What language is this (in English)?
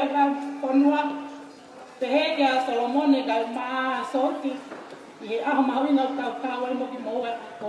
Tongan